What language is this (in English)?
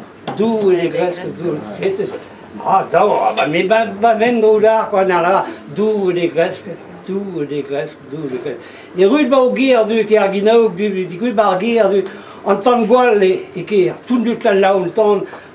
Breton